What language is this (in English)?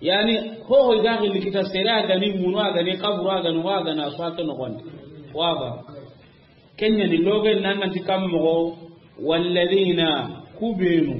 Soninke